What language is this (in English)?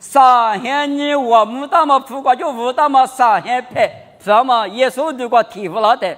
Lisu